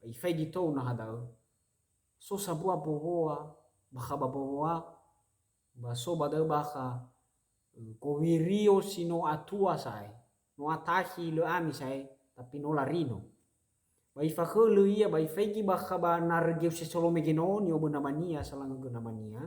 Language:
Nias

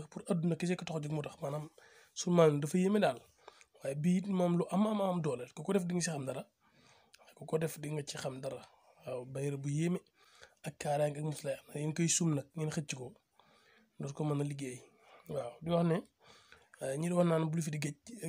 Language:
Wolof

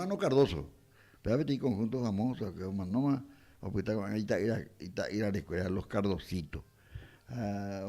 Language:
Guarani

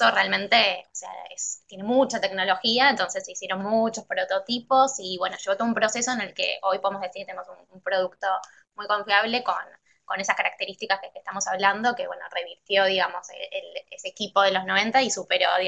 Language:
Spanish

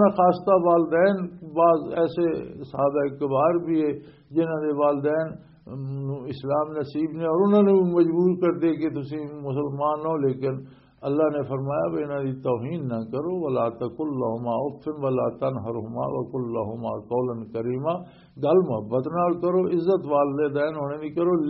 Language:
Western Panjabi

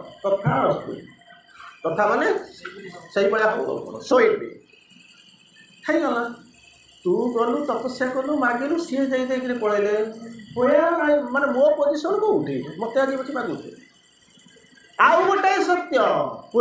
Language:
Odia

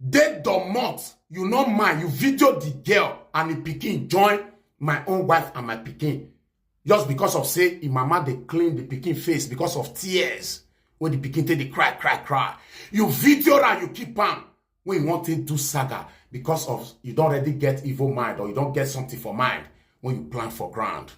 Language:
Nigerian Pidgin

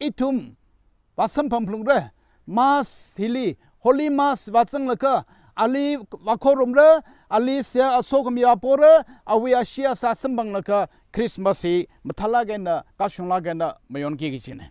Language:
Tangkhul Naga (India)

